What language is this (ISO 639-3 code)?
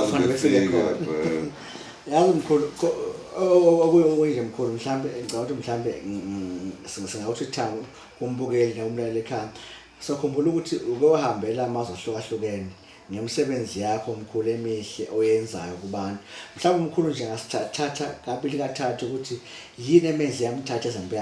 zul